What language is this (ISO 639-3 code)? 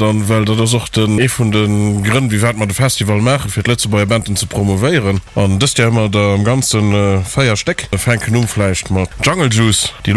ltz